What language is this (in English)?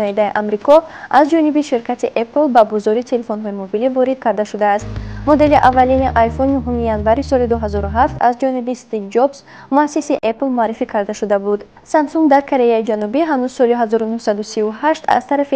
Tajik